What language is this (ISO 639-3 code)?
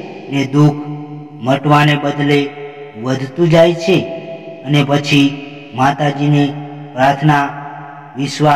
guj